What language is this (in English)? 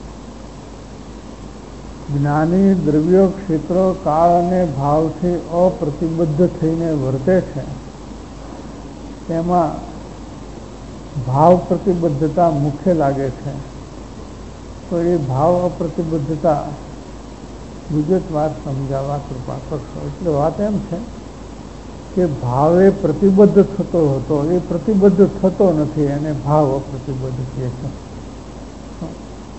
Gujarati